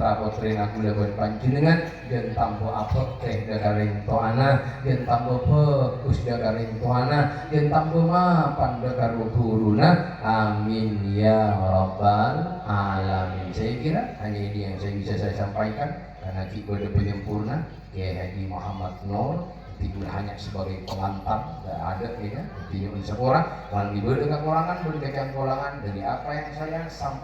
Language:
Madurese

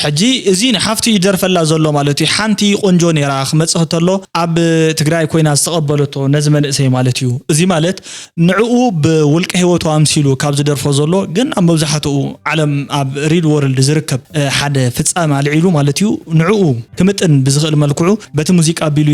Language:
Tigrinya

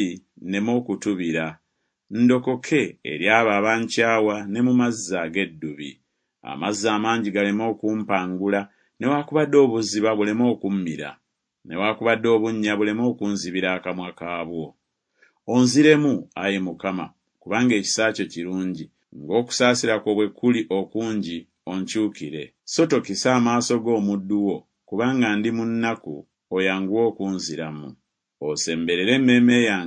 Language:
Ganda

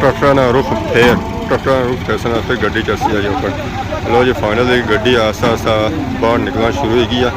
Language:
Pahari-Potwari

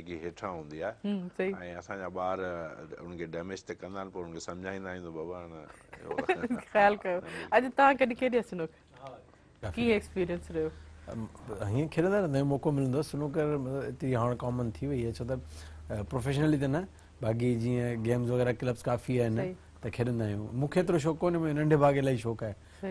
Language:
Sindhi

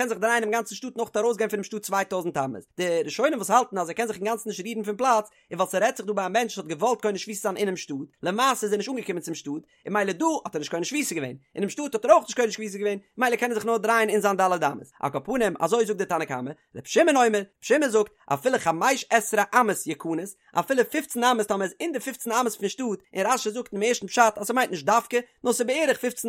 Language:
Yiddish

